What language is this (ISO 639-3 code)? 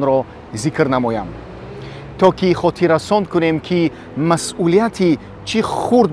tgk